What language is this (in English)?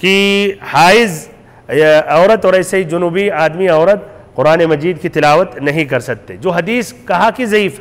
Urdu